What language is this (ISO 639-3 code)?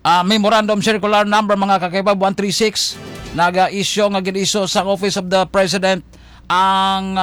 hil